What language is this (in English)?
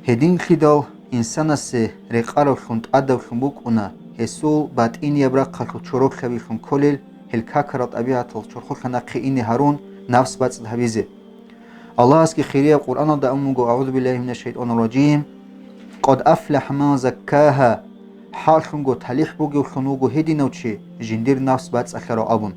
Avaric